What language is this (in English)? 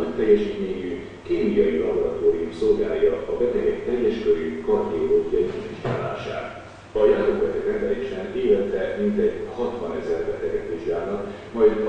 Hungarian